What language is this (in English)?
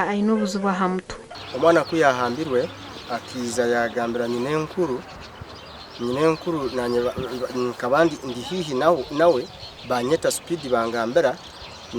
Nyankole